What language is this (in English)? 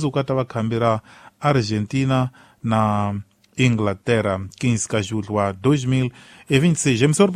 Tsonga